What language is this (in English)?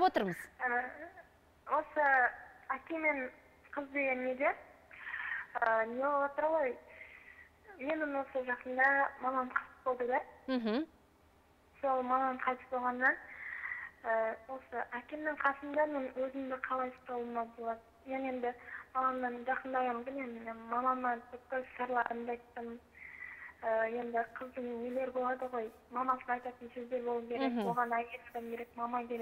Kazakh